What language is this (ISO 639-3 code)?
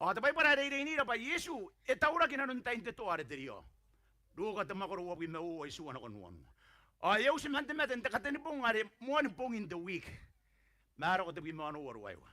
gil